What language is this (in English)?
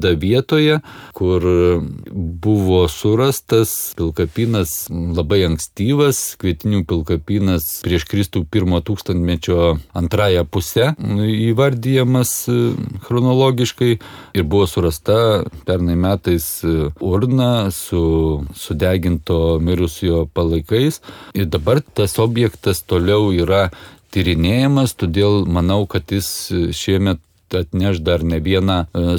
Lithuanian